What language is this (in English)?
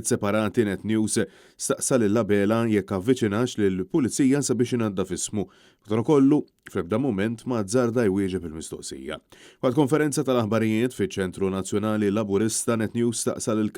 Maltese